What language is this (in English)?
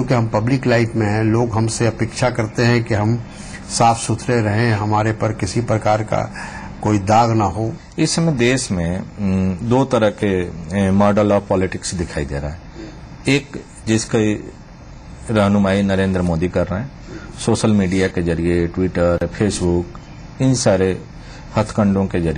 Hindi